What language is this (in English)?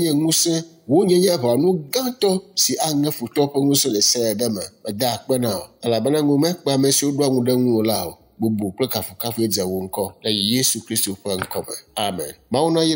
Ewe